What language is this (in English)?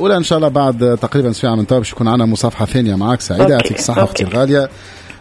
Tunisian Arabic